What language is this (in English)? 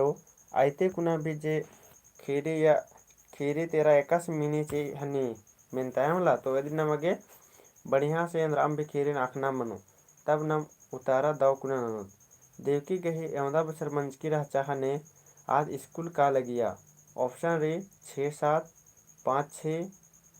Kurukh